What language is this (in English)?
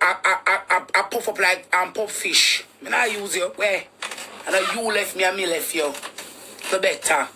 Jamaican Creole English